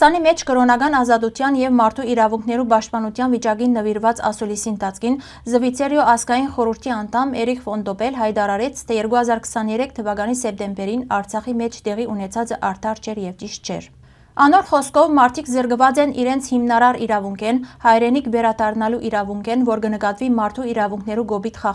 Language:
Western Armenian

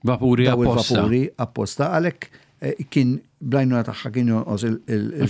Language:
Maltese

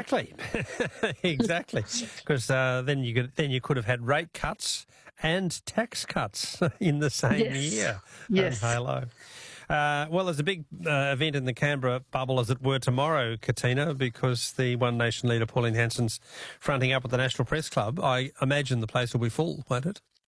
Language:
English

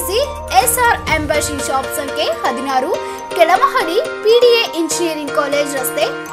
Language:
Kannada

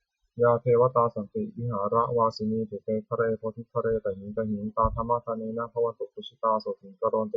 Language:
Pali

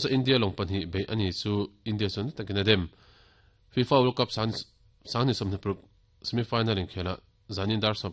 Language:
Mizo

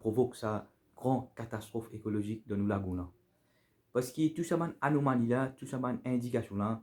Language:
Morisyen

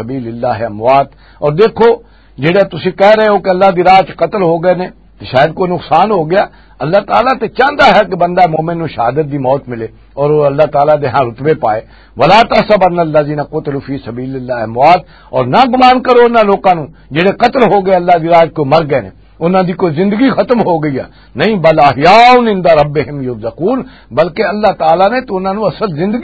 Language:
Western Panjabi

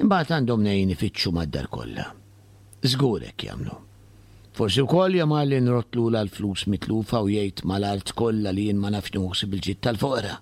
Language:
Maltese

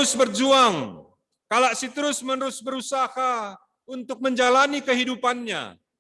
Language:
Batak Karo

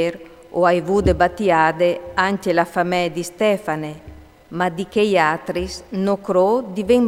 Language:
Friulian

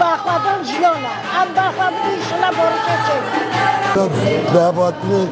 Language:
Kurdish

